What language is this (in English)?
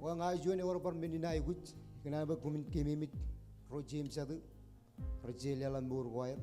Marshallese